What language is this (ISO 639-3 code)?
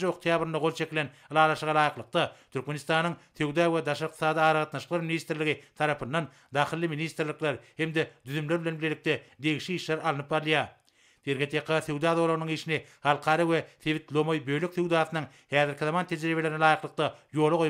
tuk